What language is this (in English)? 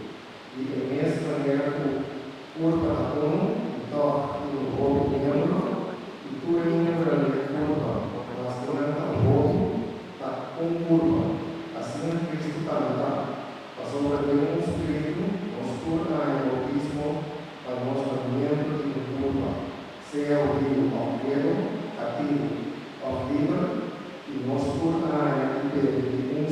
Papiamento